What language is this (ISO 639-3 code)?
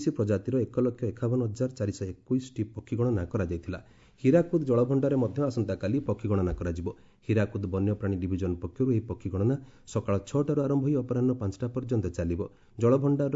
ori